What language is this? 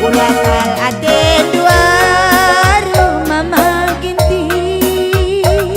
Batak Karo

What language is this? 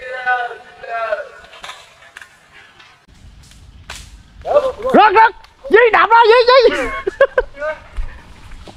Vietnamese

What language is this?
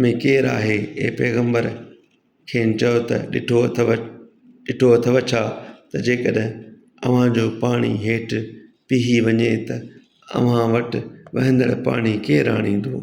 Sindhi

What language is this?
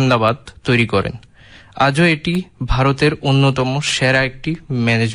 Bangla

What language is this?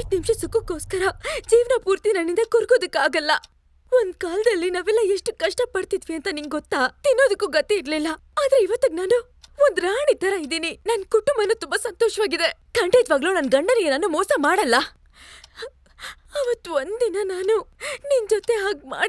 Kannada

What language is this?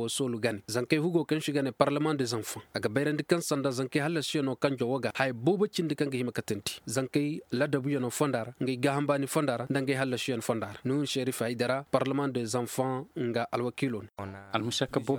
Koyraboro Senni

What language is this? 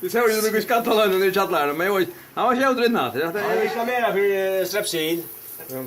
Faroese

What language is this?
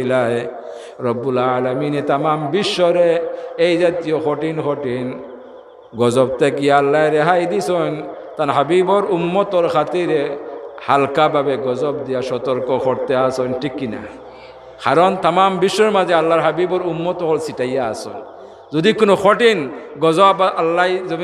Sylheti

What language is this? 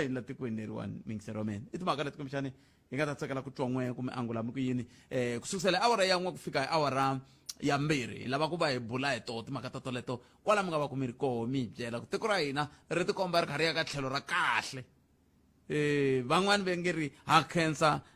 Tsonga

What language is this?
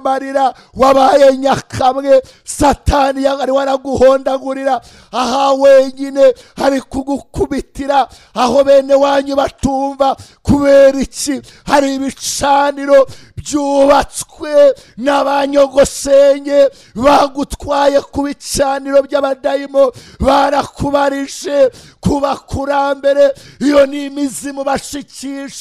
Kinyarwanda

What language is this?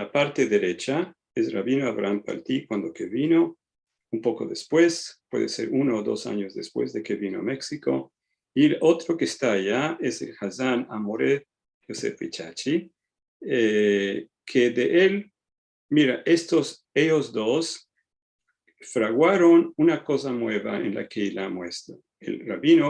Ladino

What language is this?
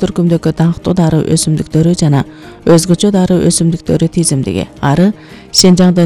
Kyrgyz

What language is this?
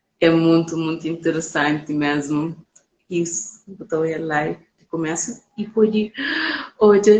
Kabuverdianu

